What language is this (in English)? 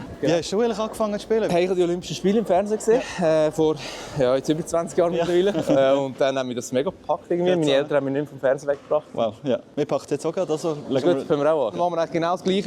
Swiss German